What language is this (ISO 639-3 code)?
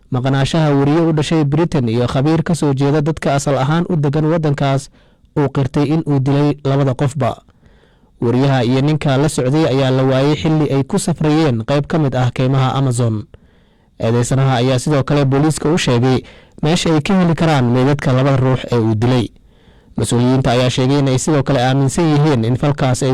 som